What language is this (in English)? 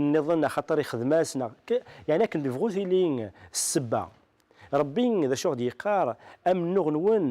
Kabyle